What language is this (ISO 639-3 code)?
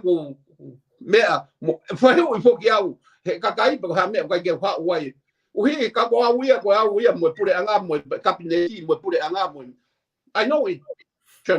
ton